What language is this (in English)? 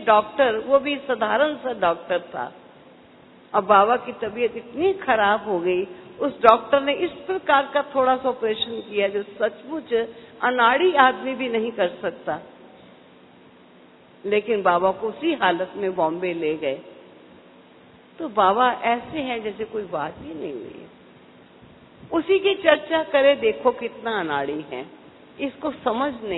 Hindi